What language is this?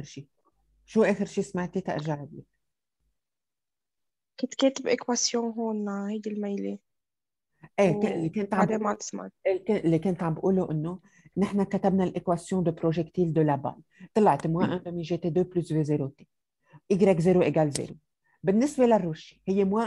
North Levantine Arabic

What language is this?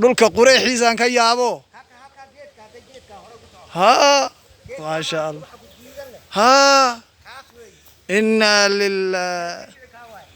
Somali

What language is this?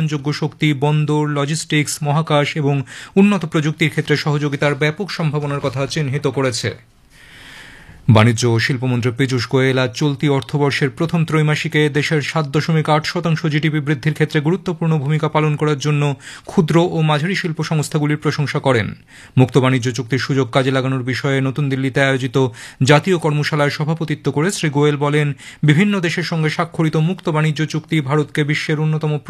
Bangla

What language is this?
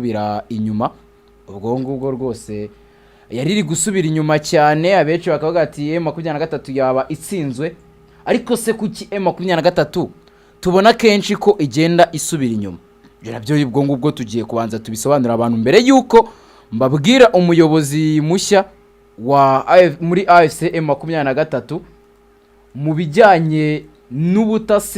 Kinyarwanda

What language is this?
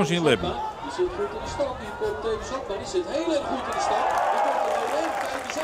Western Frisian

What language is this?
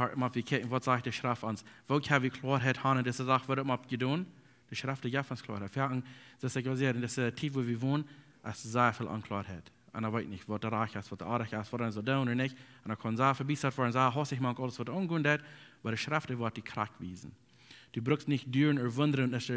Plautdietsch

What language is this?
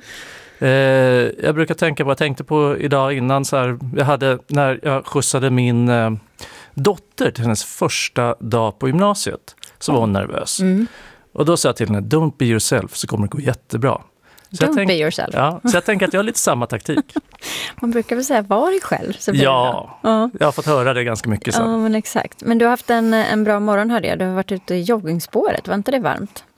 Swedish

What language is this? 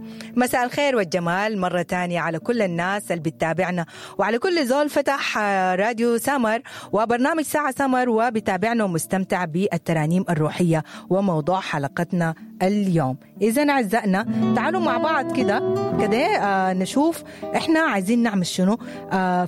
Sudanese Arabic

